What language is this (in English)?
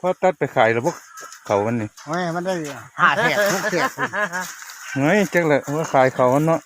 Lao